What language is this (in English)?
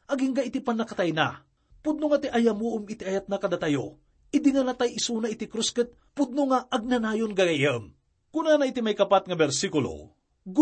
Iloko